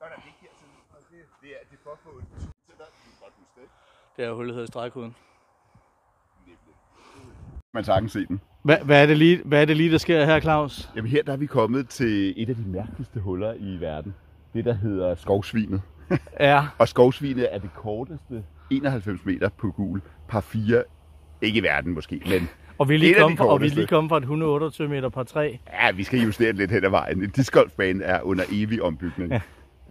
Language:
Danish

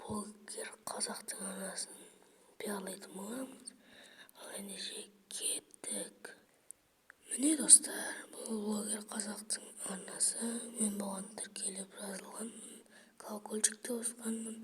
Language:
Kazakh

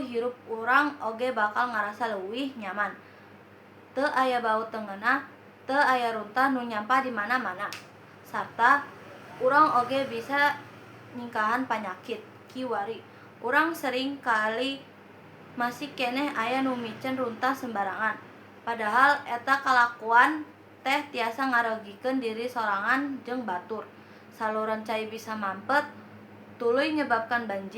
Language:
Sundanese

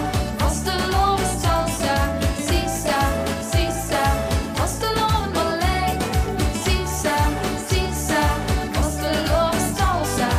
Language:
Limburgish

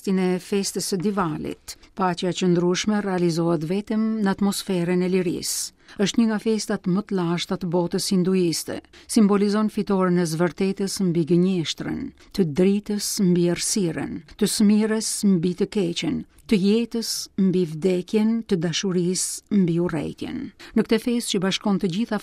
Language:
Albanian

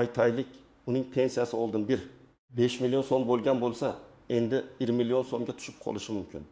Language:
Uzbek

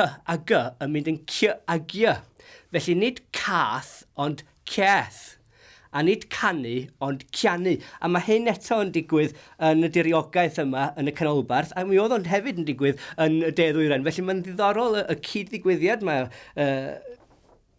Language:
Welsh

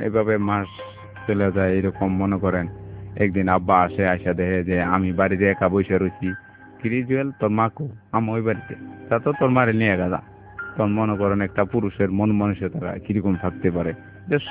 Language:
Bangla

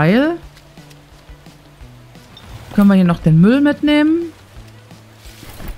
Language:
German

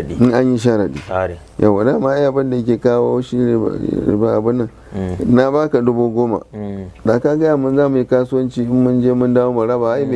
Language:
Hausa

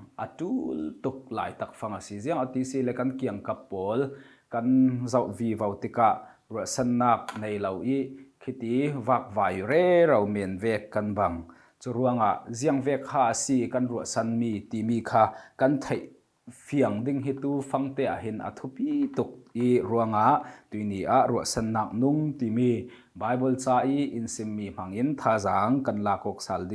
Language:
Falam Chin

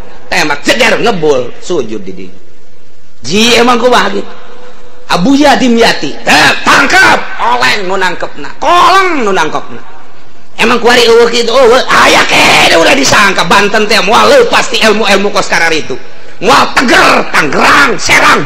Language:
Sundanese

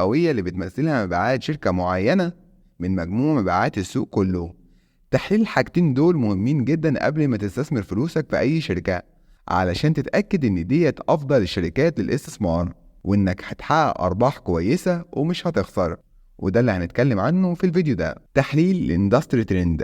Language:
Egyptian Arabic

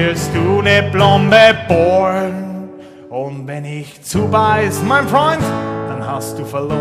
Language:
Bavarian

